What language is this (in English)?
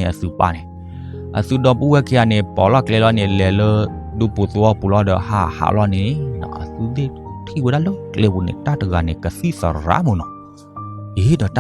S'gaw Karen